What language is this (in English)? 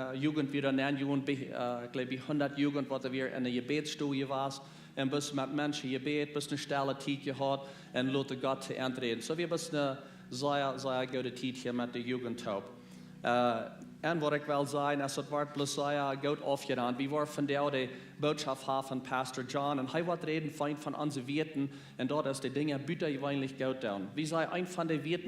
Plautdietsch